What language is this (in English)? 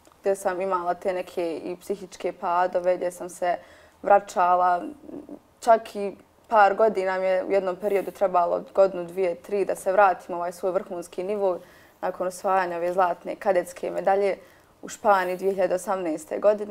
Bosnian